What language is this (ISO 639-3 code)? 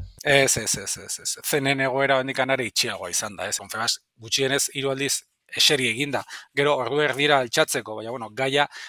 eus